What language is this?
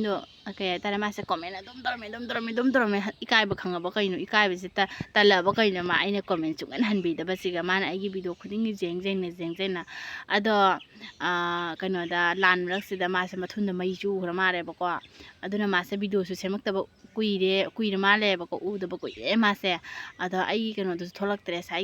Manipuri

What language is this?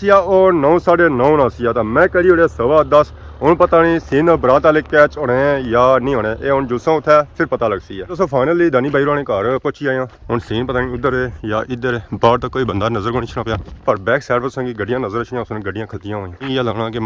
Pahari-Potwari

